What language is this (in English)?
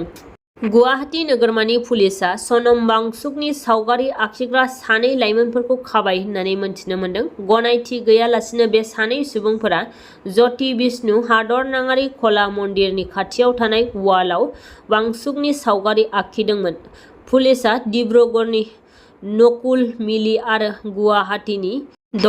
Bodo